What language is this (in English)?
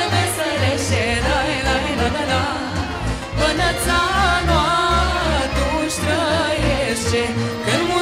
Romanian